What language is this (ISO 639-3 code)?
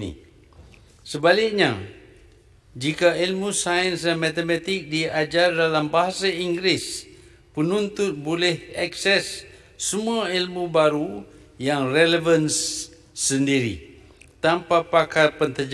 msa